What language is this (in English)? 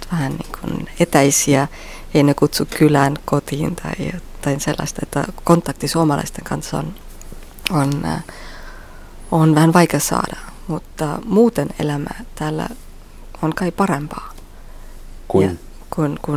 Finnish